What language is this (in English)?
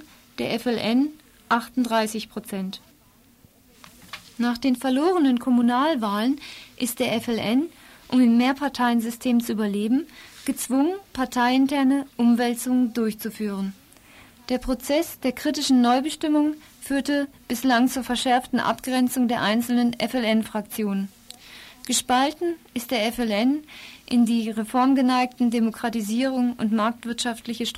German